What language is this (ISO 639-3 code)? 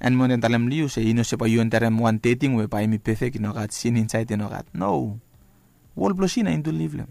bis